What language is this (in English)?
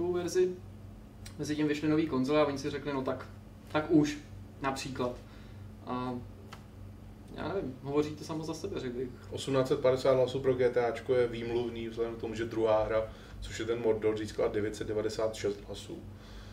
Czech